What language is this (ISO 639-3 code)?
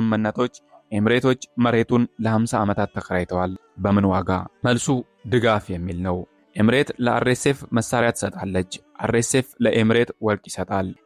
amh